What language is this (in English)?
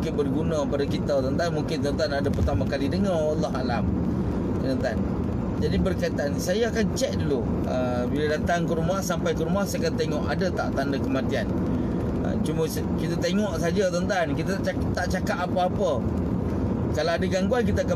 Malay